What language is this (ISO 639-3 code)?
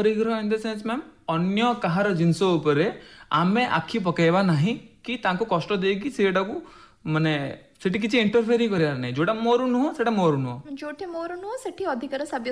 ori